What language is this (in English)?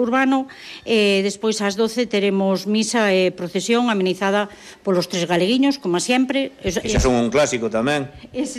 Galician